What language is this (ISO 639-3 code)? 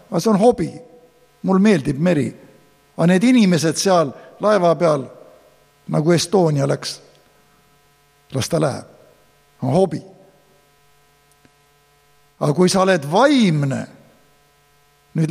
est